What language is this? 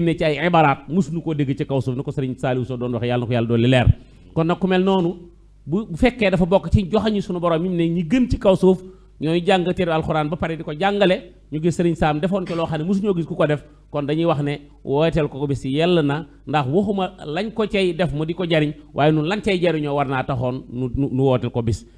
Wolof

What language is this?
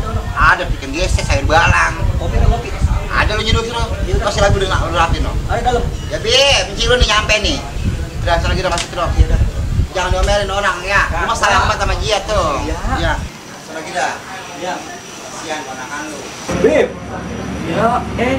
Betawi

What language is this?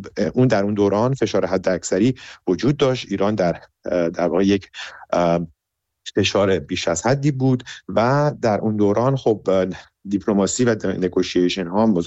Persian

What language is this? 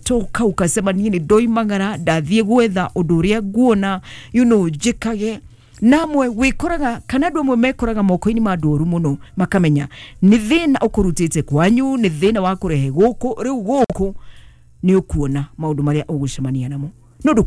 Kikuyu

